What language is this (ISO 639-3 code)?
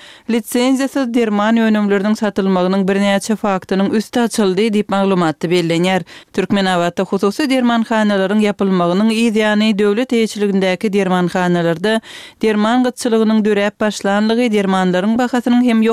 tuk